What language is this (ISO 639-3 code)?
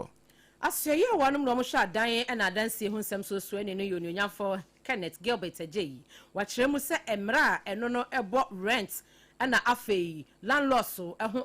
aka